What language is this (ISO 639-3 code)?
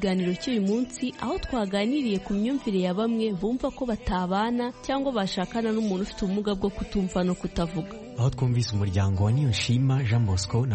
kin